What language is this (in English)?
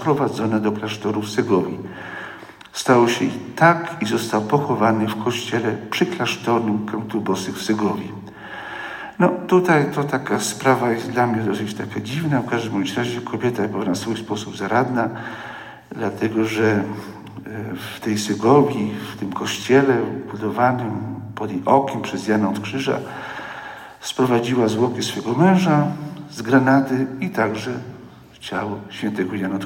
Polish